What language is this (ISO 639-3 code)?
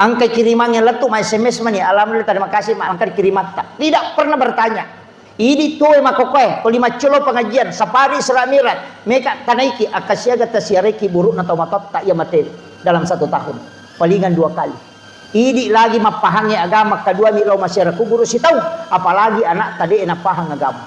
bug